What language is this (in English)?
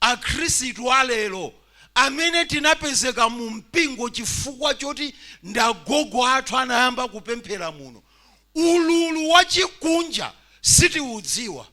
Nyanja